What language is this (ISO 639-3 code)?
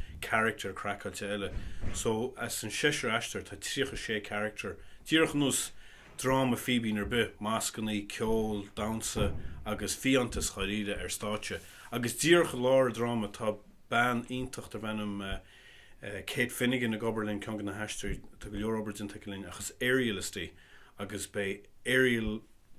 gle